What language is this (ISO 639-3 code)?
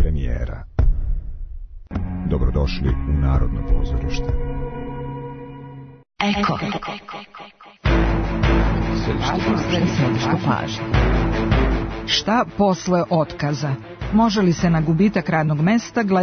srp